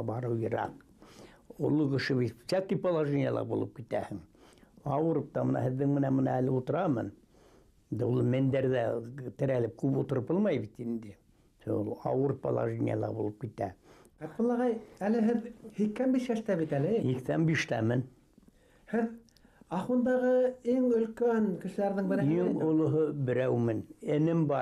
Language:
Bashkir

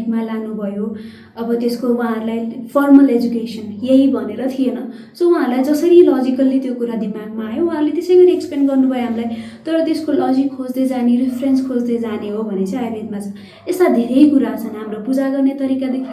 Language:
Nepali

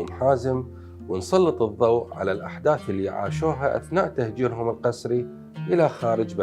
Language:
Mesopotamian Arabic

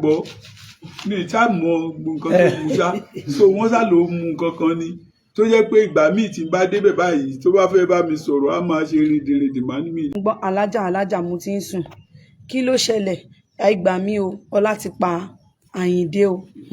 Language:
Yoruba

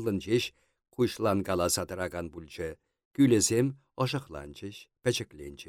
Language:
Chuvash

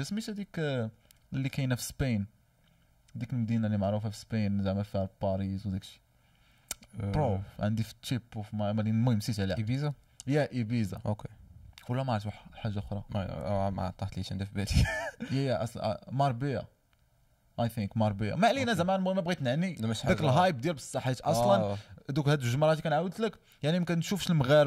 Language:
Moroccan Arabic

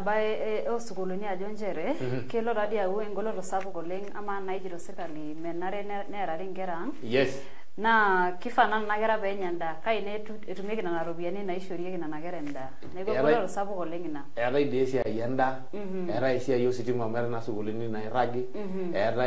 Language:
Masai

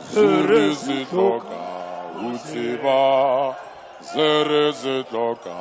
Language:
Tswana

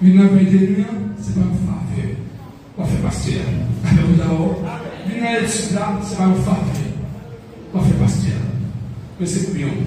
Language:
Haitian Creole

